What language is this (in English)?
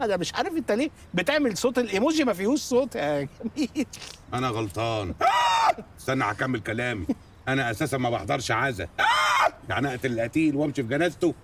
Egyptian Arabic